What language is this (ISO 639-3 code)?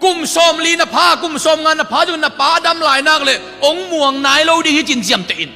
ctd